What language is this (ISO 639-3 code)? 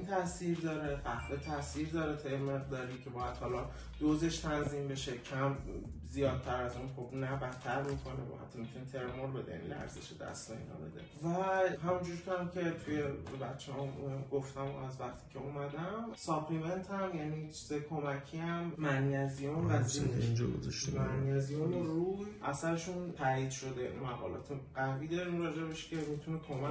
fas